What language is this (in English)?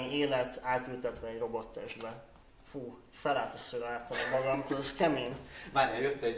Hungarian